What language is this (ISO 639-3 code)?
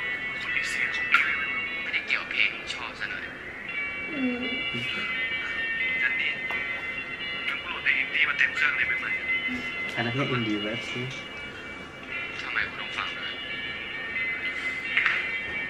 ind